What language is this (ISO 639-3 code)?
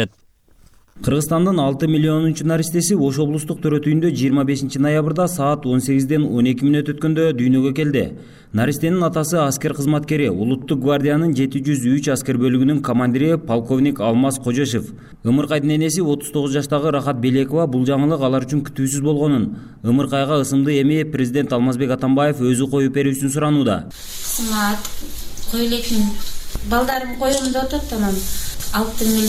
kir